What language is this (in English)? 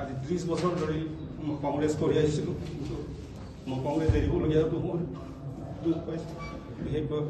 Assamese